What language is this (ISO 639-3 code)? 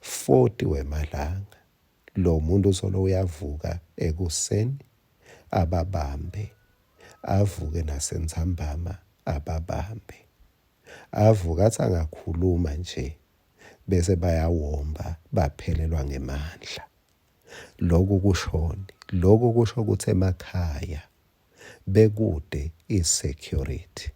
ssw